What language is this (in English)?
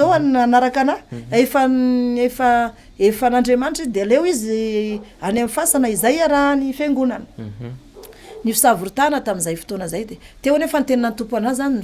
Malagasy